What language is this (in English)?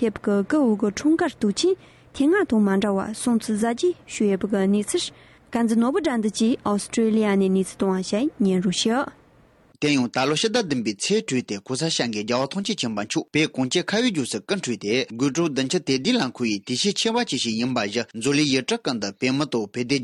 Tibetan